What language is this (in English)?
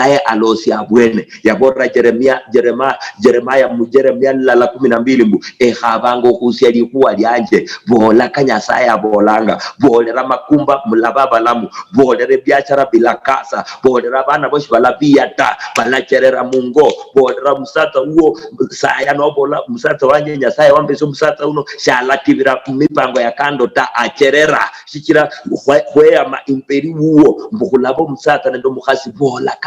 Luyia